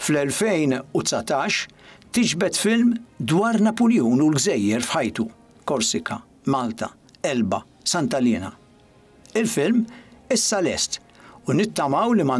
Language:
Maltese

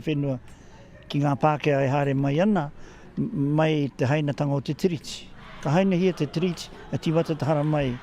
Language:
Māori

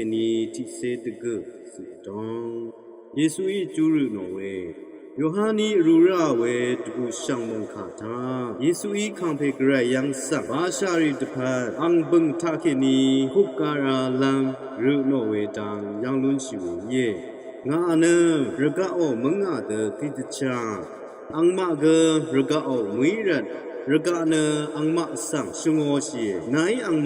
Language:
Rawang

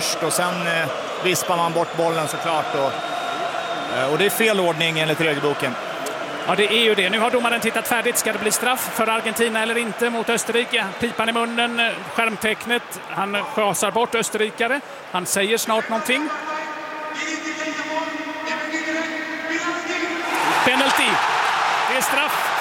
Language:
Swedish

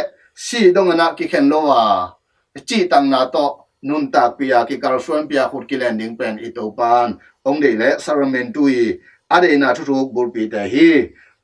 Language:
Tedim Chin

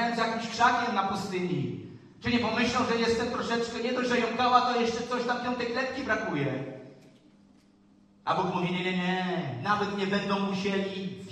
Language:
Polish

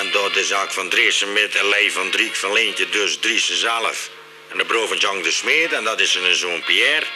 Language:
Limburgish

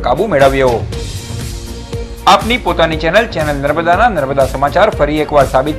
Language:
Gujarati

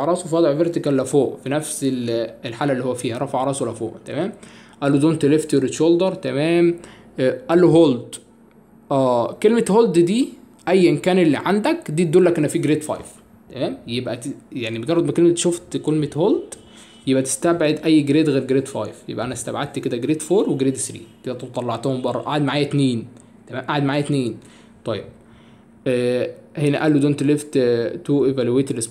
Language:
Egyptian Arabic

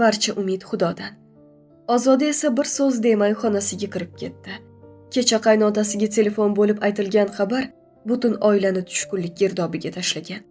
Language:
Uzbek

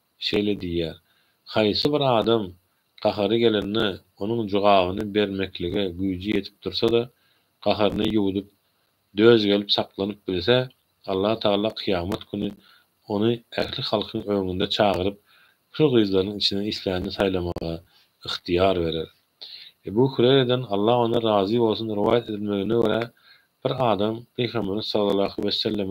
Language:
Turkmen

